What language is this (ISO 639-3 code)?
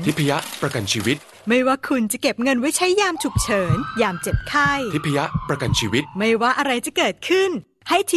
tha